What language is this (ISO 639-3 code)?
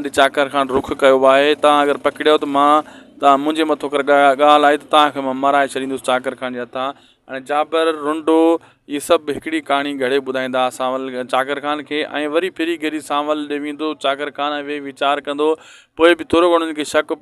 snd